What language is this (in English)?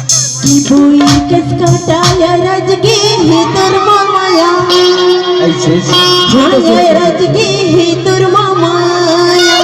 Chhattisgarhi